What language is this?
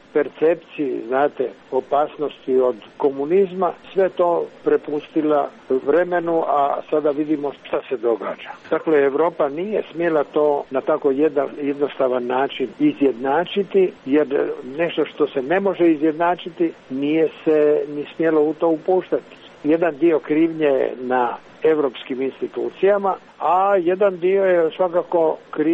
Serbian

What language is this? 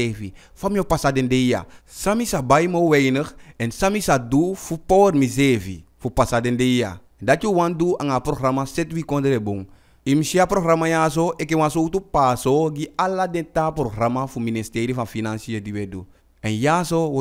Eastern Maroon Creole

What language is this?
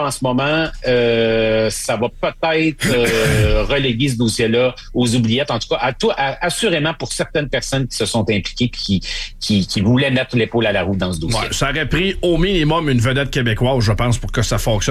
French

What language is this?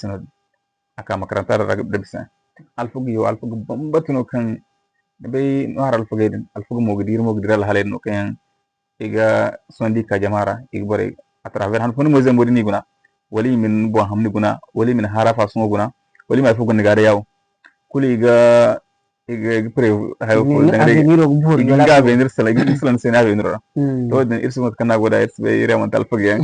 Zarma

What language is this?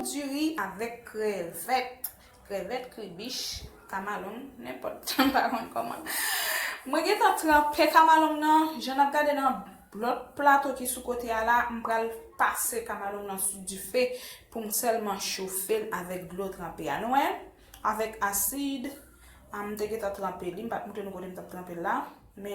Haitian Creole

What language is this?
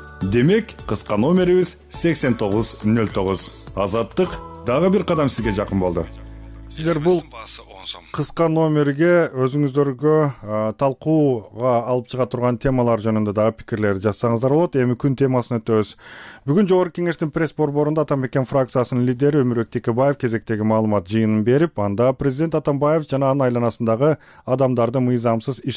Kyrgyz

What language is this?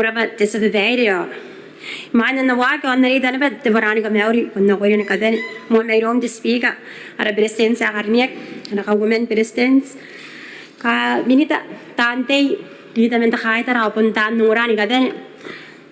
Gilbertese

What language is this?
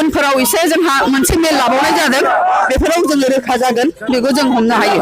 Bodo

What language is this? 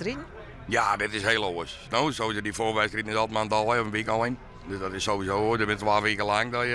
Western Frisian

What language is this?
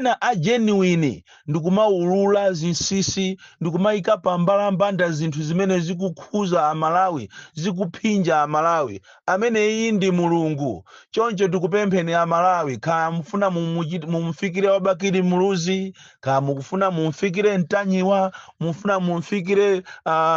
Nyanja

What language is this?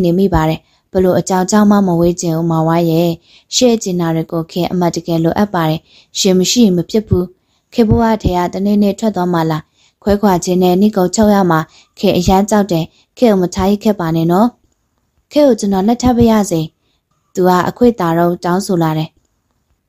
Burmese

